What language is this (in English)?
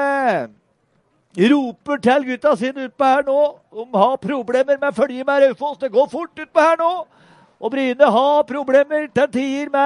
Norwegian